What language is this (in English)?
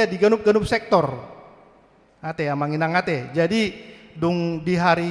Batak Toba